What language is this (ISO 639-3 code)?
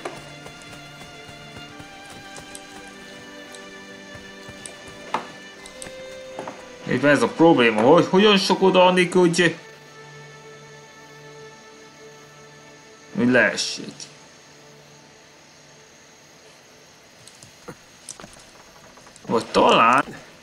hun